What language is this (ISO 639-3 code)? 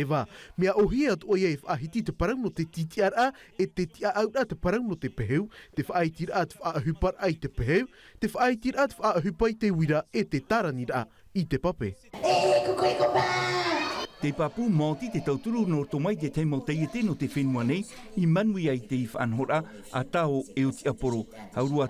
tah